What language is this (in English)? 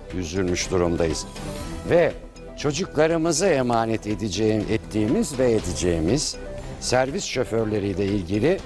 Turkish